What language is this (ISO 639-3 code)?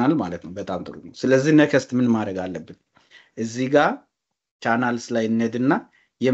amh